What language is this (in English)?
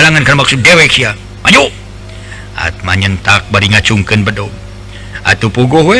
Sundanese